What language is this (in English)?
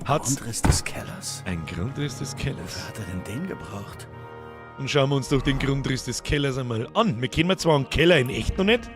Bavarian